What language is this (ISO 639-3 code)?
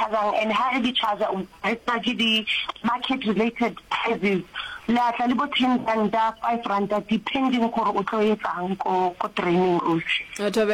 nso